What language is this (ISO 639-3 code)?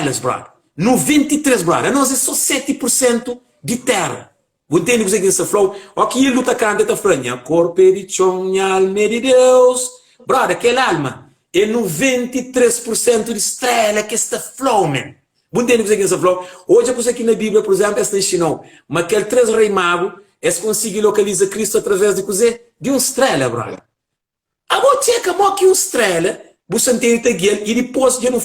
kea